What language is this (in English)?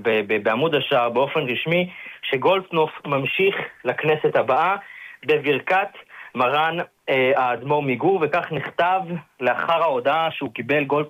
Hebrew